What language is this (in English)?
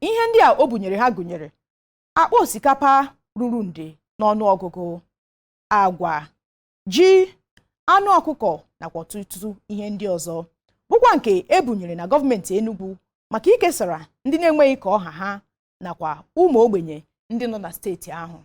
Igbo